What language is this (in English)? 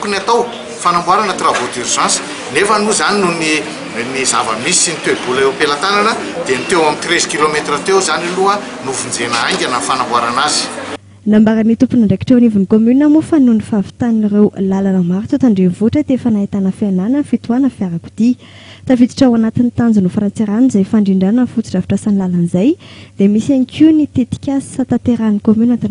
Malagasy